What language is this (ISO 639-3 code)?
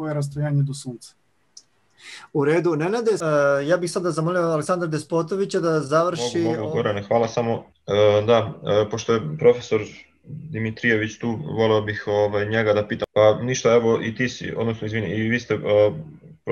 srp